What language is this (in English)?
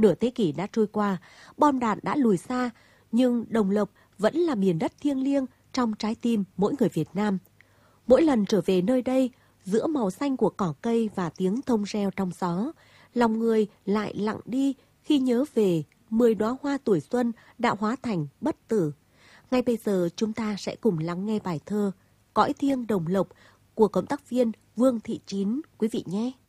Vietnamese